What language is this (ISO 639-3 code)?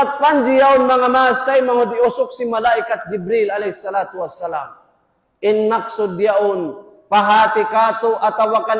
tsg